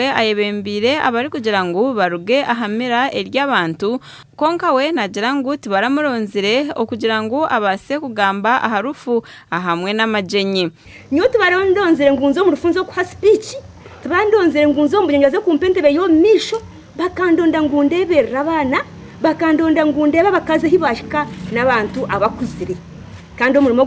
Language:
Nyankole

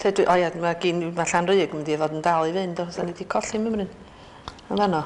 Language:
Welsh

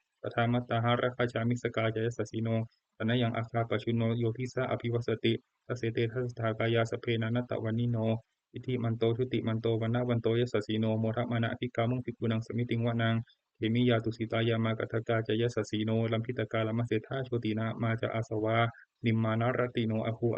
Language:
Pali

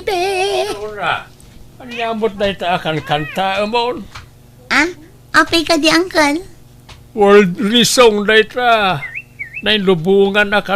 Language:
Iloko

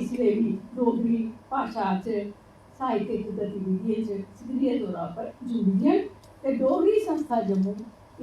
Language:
Dogri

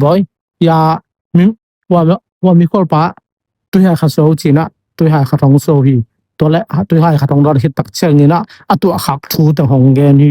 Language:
Tedim Chin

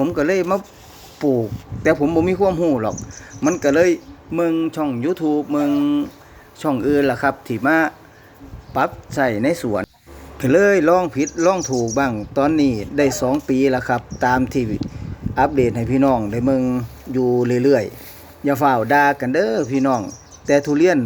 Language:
Northeastern Thai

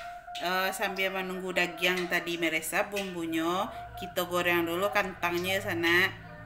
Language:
Minangkabau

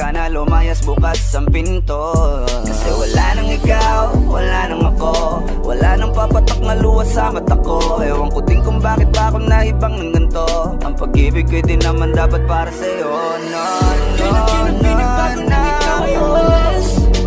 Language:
Filipino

